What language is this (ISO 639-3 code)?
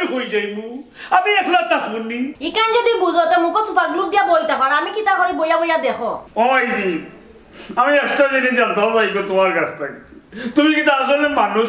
syl